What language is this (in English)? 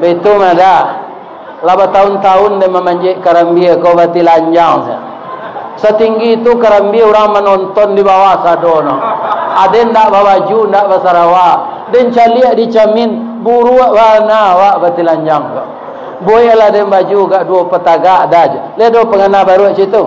Minangkabau